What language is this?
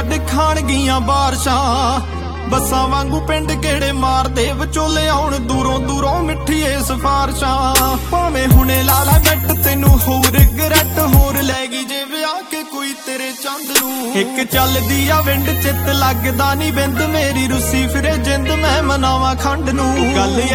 Punjabi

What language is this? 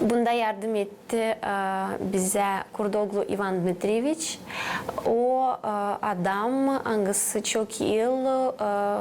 Gagauz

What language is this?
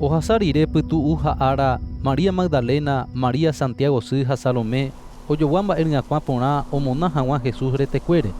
Guarani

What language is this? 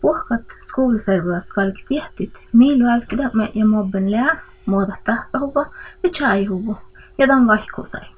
Northern Sami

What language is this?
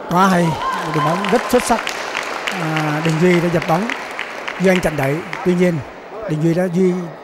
Vietnamese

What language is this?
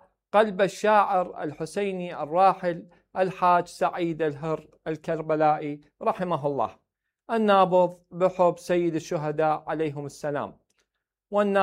Mesopotamian Arabic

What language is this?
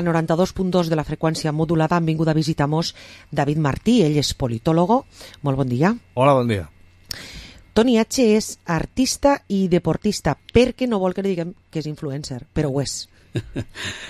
Catalan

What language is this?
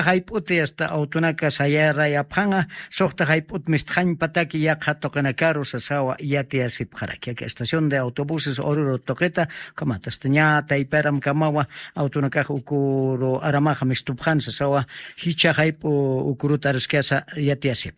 Aymara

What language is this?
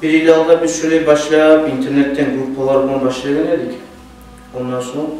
Kumyk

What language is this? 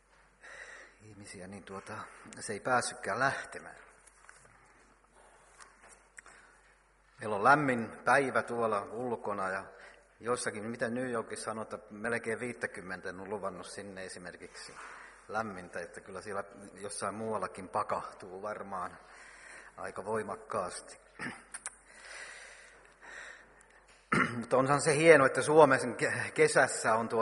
Finnish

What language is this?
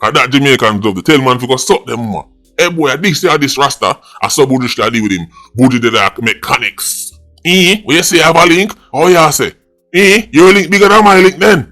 Jamaican Creole English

